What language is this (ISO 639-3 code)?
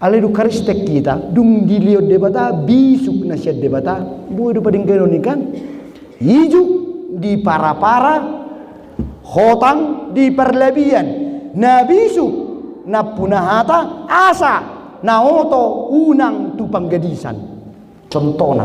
bbc